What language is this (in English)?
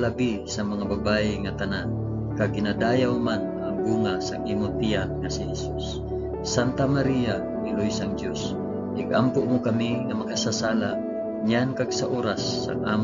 Hiligaynon